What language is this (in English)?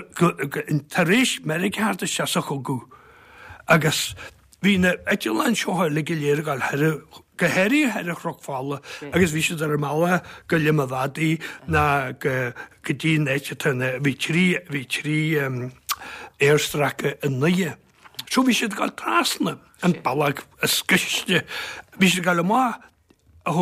Irish